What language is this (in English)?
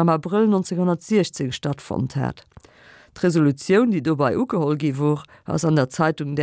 Luxembourgish